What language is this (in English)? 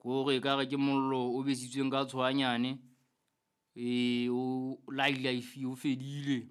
Southern Sotho